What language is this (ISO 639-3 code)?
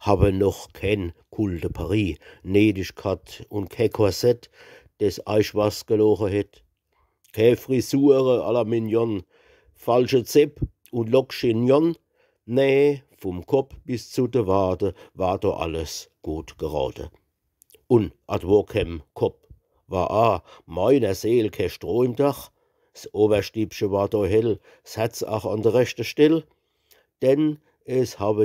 pfl